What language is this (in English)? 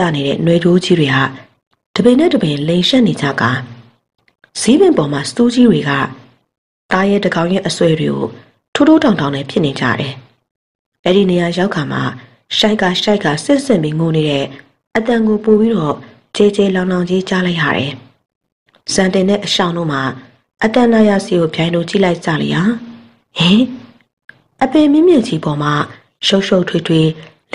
Burmese